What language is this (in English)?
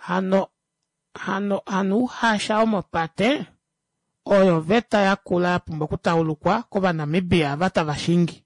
Kuanyama